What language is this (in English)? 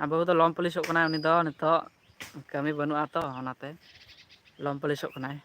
Santali